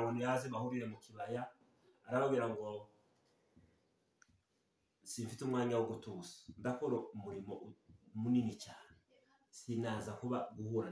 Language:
Kinyarwanda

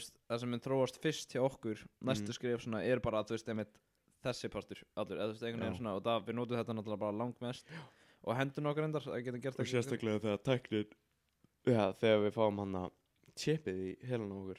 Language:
Icelandic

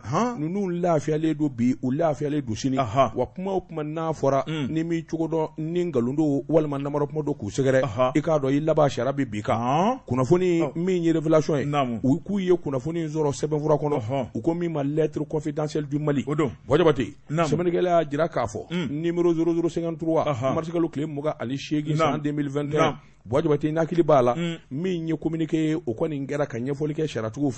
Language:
Bambara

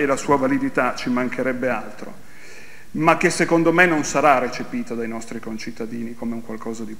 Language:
Italian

